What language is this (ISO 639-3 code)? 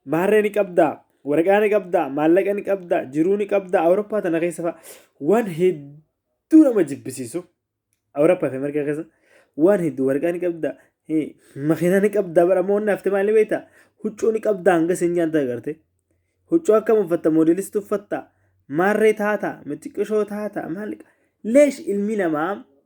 orm